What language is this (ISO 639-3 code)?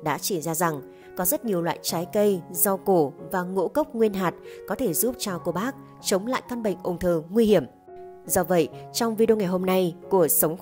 vie